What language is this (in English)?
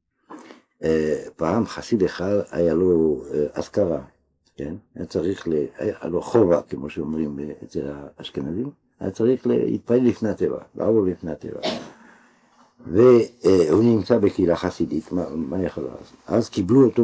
Hebrew